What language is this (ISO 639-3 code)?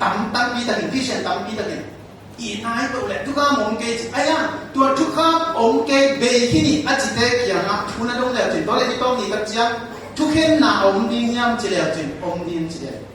ctd